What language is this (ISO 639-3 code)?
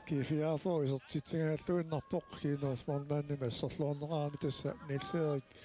kal